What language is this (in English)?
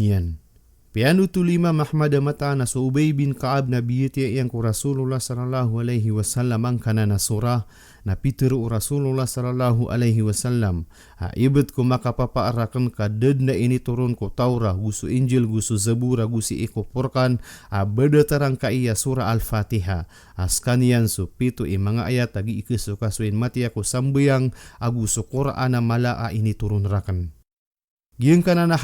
Maranao